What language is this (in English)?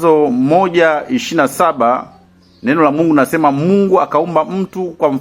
Swahili